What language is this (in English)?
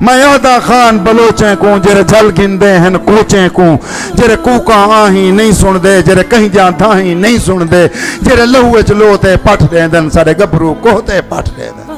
Saraiki